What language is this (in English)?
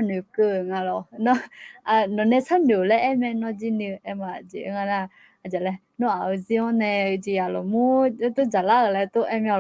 Akha